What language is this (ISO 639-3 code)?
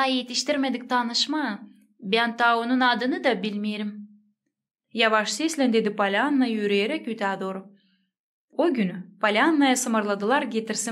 gag